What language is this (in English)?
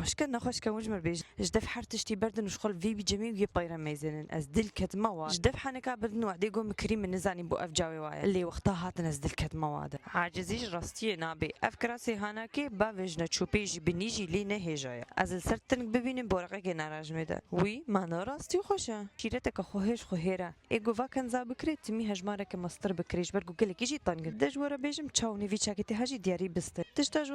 Kurdish